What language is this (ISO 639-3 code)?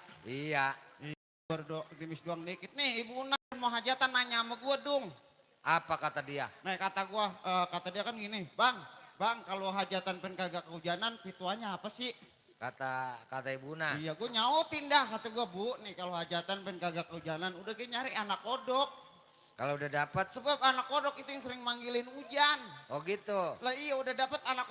bew